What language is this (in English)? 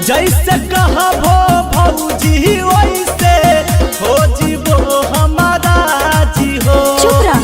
Magahi